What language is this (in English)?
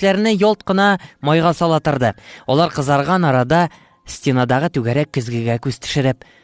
Tatar